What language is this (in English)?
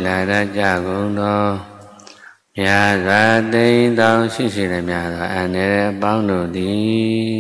Burmese